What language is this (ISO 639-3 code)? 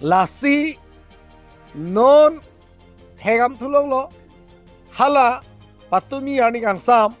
mjw